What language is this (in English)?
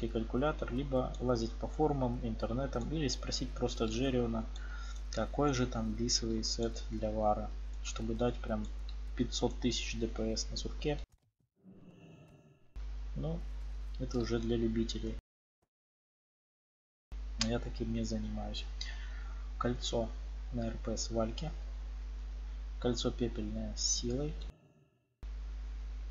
Russian